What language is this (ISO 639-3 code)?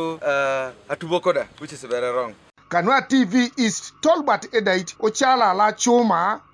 teo